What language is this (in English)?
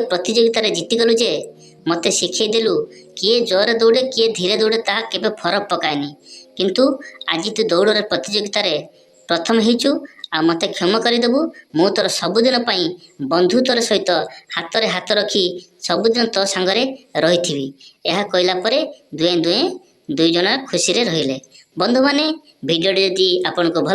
Odia